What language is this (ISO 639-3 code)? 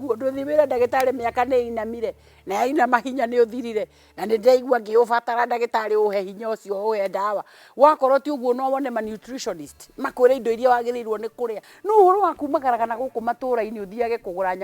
kik